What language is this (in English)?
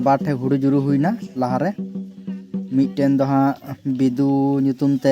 Santali